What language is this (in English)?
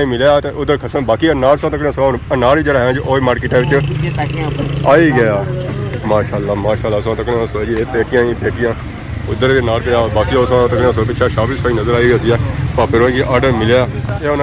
Pahari-Potwari